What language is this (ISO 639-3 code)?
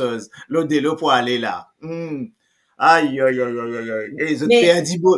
mfe